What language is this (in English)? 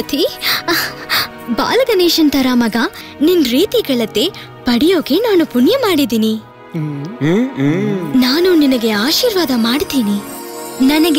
Kannada